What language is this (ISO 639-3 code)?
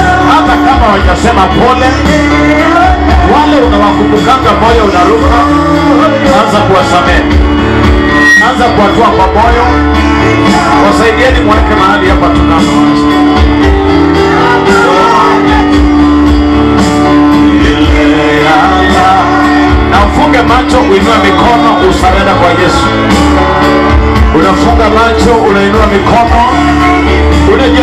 swa